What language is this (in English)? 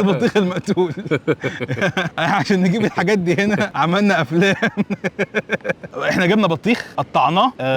Egyptian Arabic